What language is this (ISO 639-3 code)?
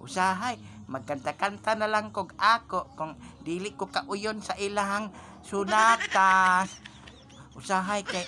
ceb